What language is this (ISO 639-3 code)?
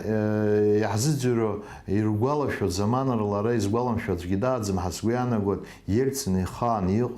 abk